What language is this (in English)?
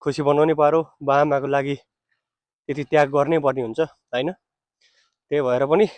Nepali